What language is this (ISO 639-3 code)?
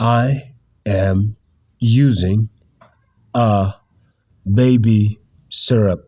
kha